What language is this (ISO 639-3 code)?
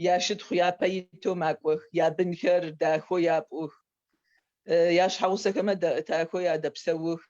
ady